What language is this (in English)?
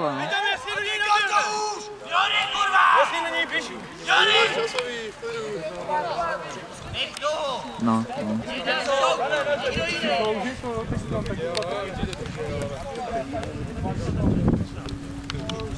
Czech